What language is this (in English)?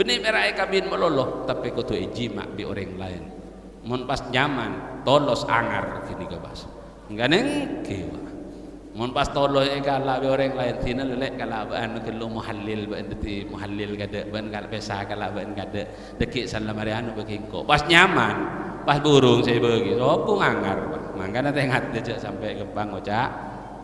Madurese